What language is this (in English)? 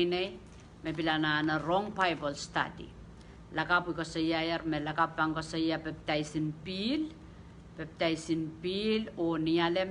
Pohnpeian